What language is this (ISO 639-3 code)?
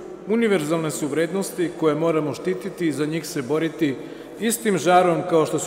srp